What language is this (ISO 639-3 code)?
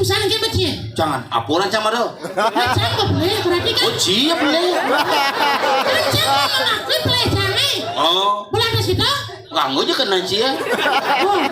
ban